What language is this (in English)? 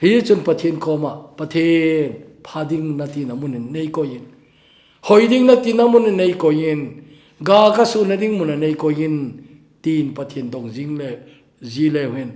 Thado Chin